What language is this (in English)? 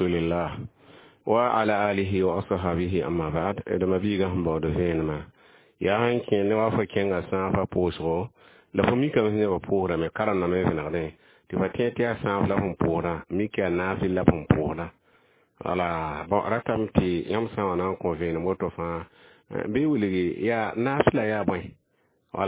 Mossi